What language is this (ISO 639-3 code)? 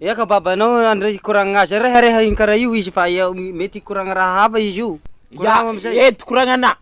mlg